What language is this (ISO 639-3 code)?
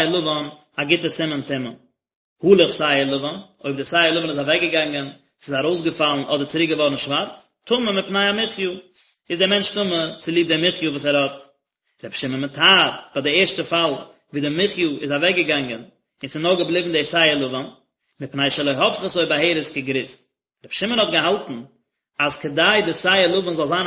yid